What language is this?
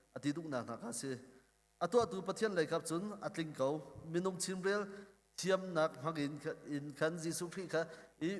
Hakha Chin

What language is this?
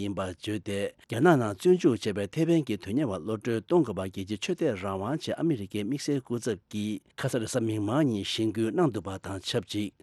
Tibetan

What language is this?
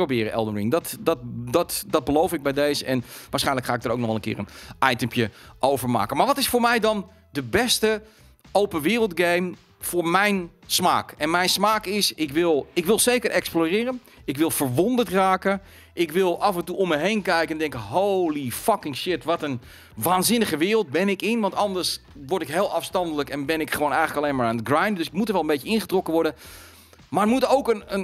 Dutch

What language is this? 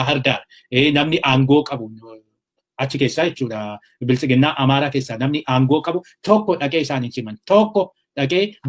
Oromo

